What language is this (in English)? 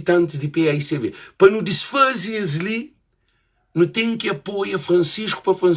Kabuverdianu